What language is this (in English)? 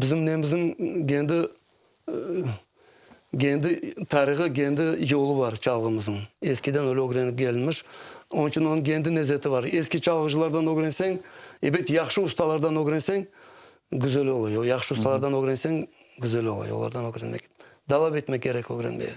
Crimean Tatar